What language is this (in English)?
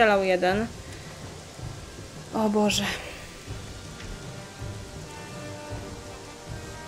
Polish